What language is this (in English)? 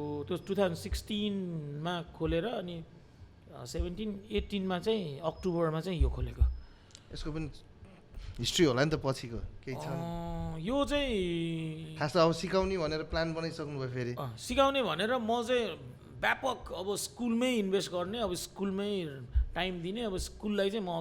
Nepali